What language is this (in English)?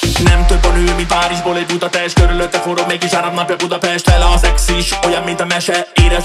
Hungarian